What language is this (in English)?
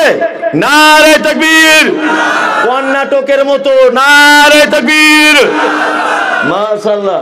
Bangla